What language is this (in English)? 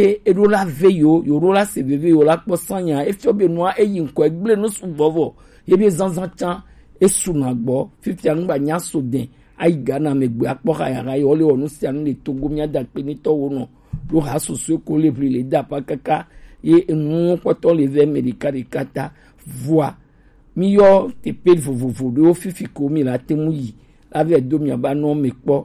Gen